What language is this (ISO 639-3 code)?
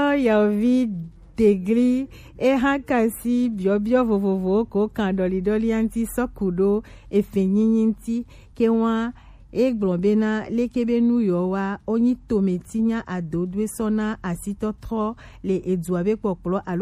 gej